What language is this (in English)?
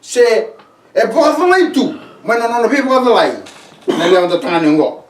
Fijian